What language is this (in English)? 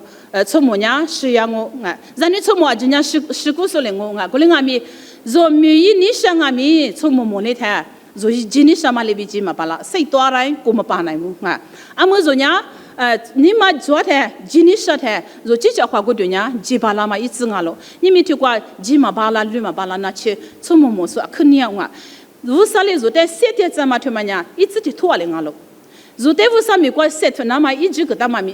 Lisu